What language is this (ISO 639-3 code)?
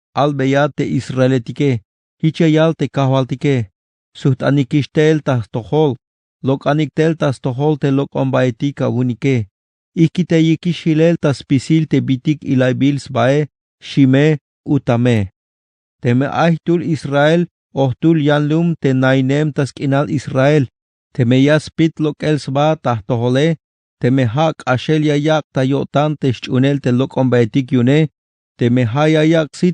tzh